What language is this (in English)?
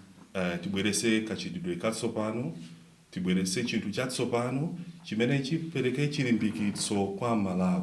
Nyanja